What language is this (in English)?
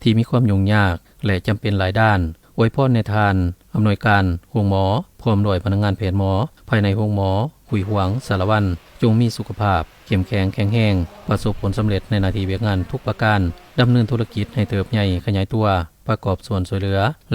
Lao